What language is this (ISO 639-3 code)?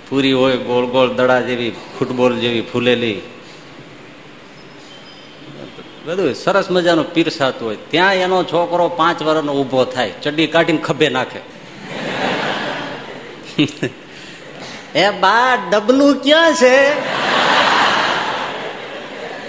guj